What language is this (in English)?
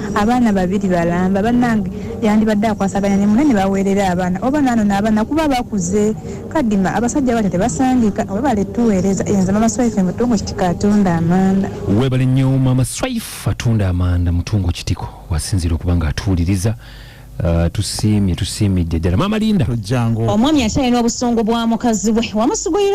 Ganda